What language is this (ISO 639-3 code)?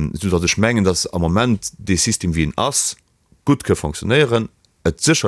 ltz